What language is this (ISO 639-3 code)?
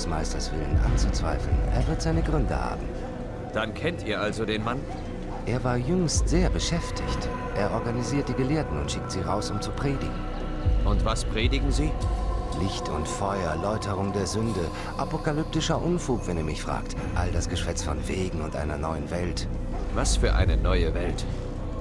bar